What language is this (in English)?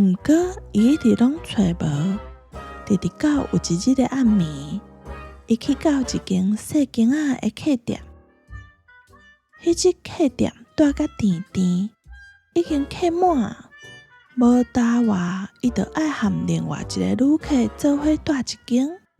Min Nan Chinese